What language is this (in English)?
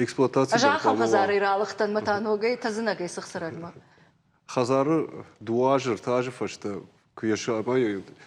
Ossetic